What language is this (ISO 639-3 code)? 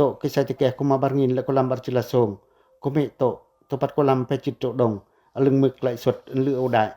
pac